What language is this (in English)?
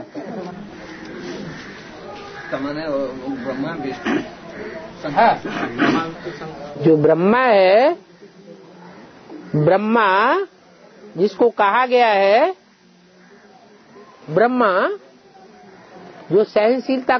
Hindi